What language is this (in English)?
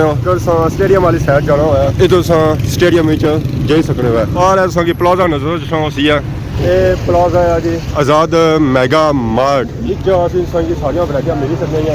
Pahari-Potwari